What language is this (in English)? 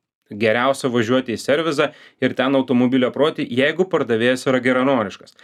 Lithuanian